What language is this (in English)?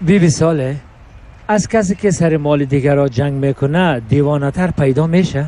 Persian